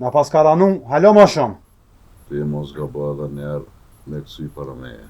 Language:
Albanian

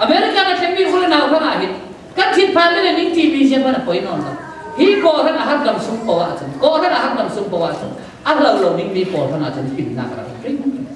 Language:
Falam Chin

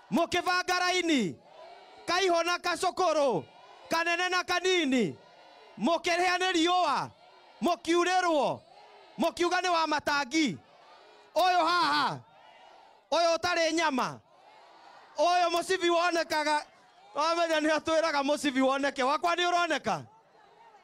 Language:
Kikuyu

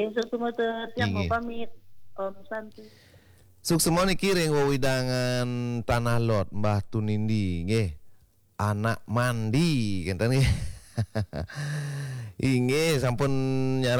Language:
Balinese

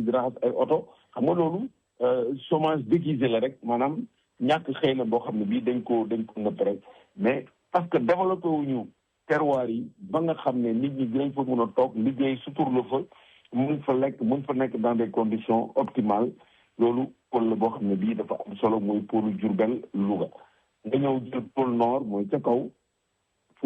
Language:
Wolof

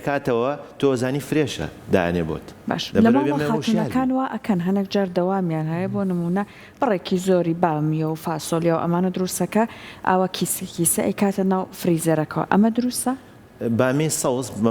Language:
Central Kurdish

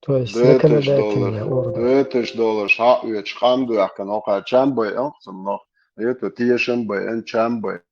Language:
Chechen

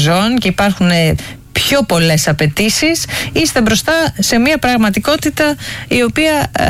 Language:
Greek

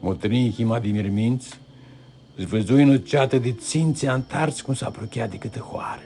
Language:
Aromanian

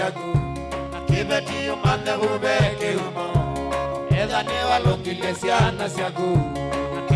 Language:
Kamba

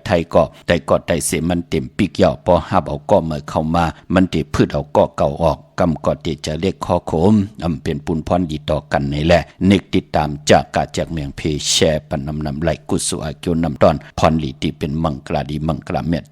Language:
Shan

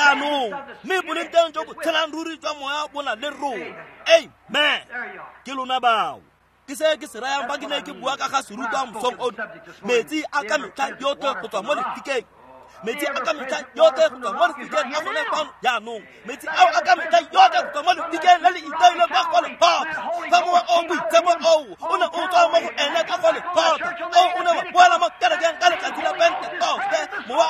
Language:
Tswana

